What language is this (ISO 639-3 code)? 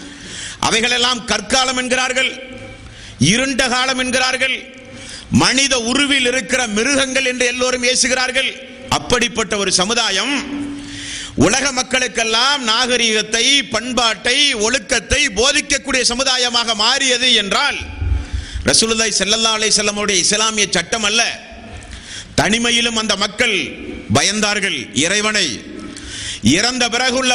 tam